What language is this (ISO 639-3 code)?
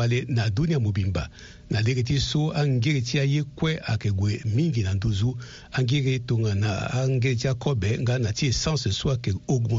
sag